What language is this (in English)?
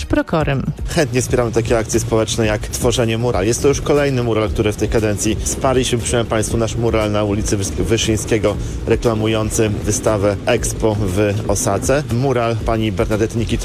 Polish